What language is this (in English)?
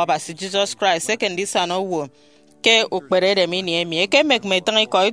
Efik